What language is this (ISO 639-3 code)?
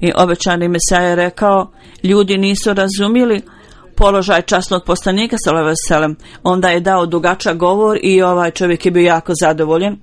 bos